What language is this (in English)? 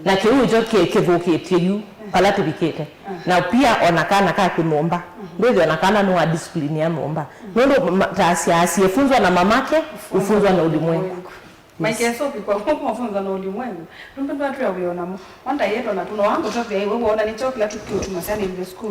Kamba